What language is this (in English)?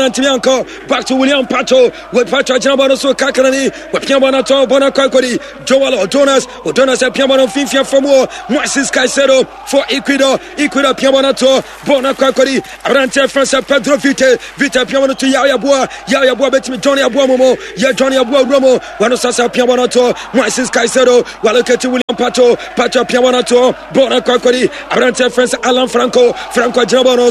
Akan